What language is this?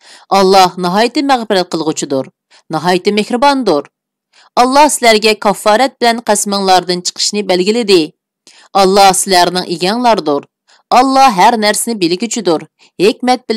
Uyghur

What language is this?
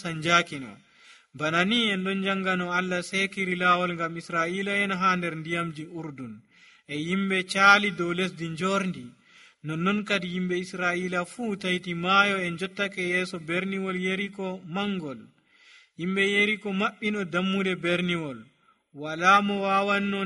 Nigerian Fulfulde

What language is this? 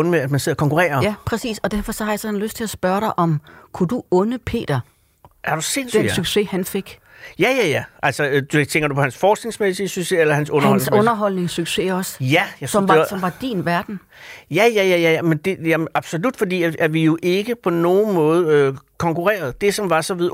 Danish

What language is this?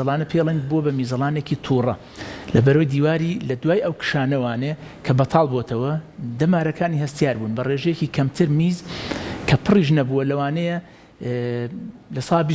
Central Kurdish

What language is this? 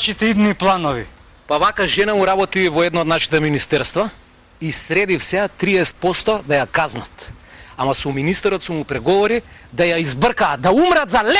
Macedonian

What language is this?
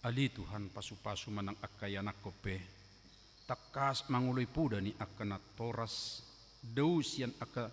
Batak Toba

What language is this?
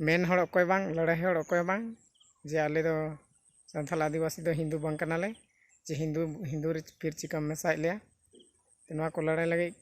Santali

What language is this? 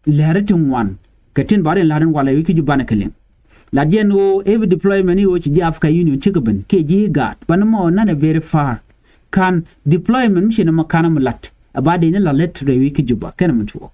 Nuer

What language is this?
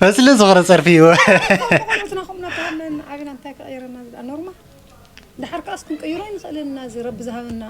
Tigrinya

